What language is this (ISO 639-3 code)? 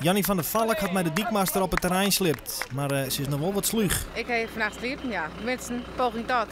fry